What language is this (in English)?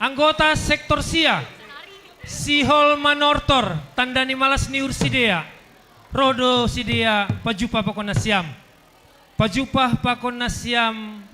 Batak Simalungun